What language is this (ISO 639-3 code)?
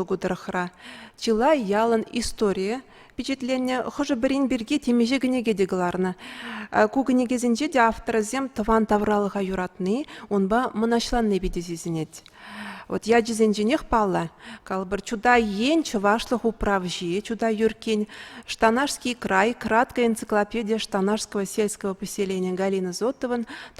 chv